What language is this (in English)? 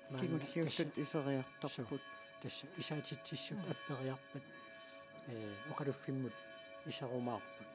Kalaallisut